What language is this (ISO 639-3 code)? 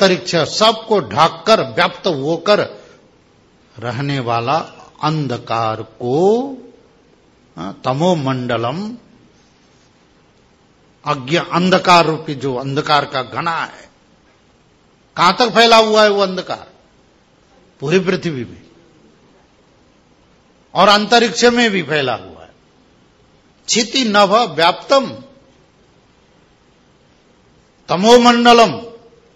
hin